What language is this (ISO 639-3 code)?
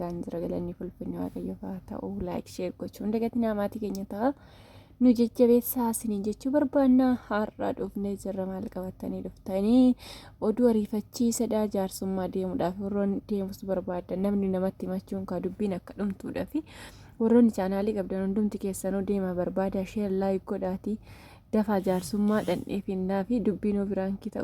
orm